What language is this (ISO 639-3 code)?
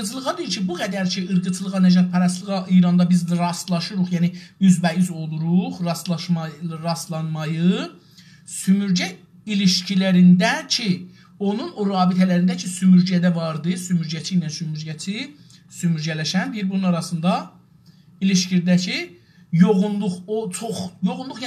azb